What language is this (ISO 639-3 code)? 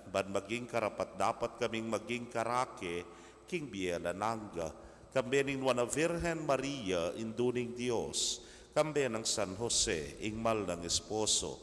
pam